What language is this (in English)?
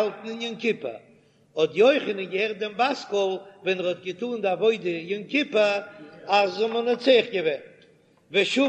Yiddish